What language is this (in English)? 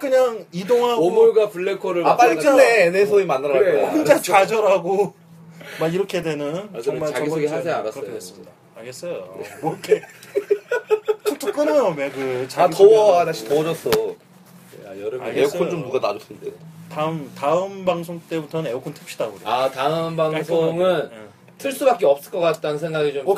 Korean